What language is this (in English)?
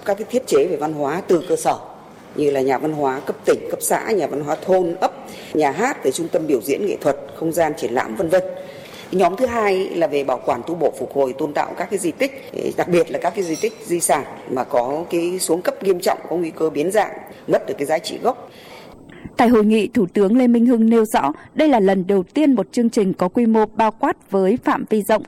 Vietnamese